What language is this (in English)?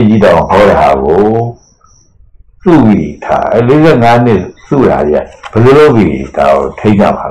Burmese